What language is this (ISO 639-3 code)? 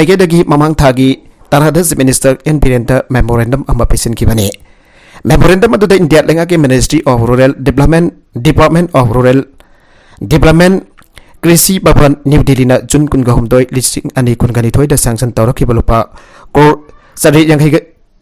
mni